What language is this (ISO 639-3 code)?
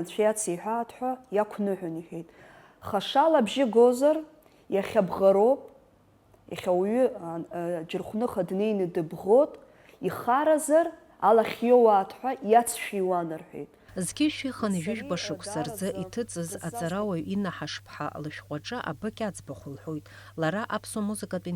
abk